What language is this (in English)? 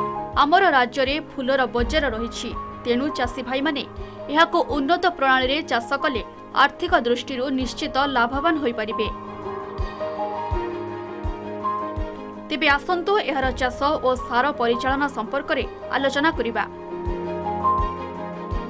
Odia